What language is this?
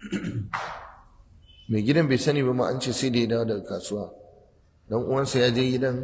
Hausa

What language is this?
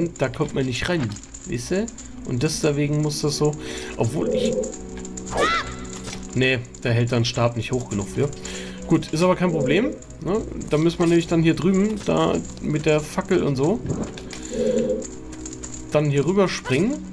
German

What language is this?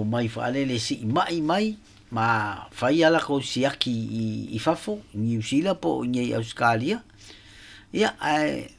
Samoan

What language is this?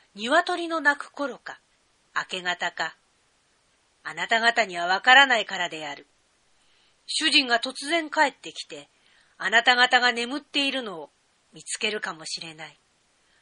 Japanese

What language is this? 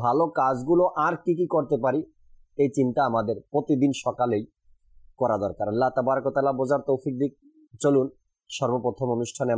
Bangla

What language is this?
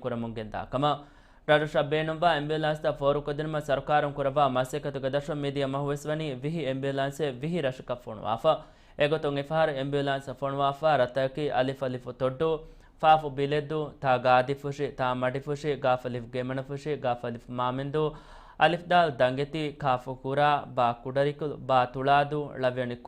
Divehi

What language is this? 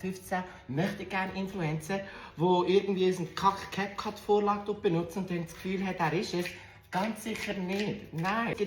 Swiss German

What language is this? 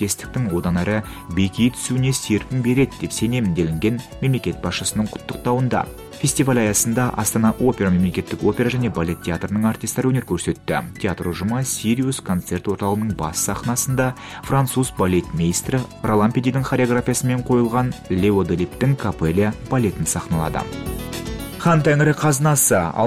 Kazakh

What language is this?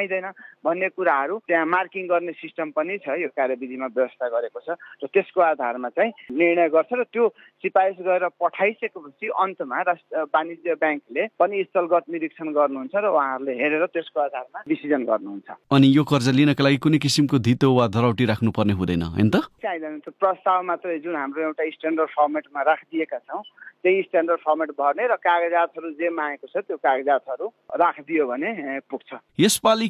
Nepali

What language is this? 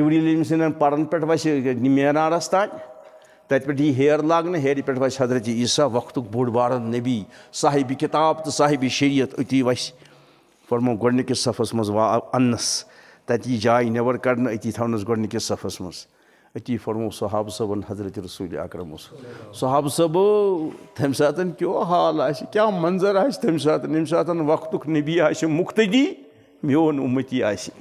Kashmiri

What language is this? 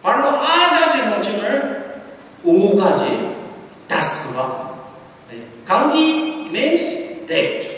Ao Naga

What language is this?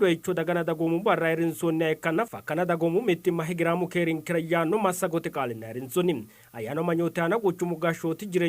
Sidamo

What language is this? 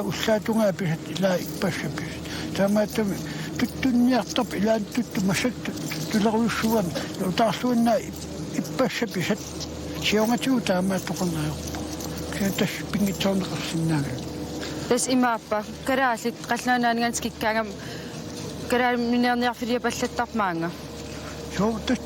Kalaallisut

